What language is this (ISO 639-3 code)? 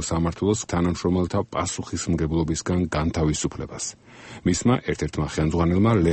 kat